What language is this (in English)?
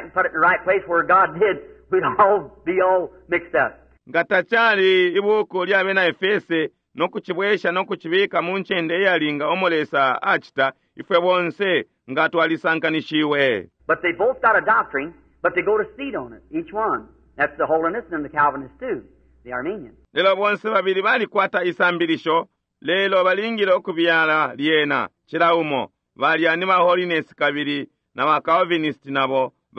Bemba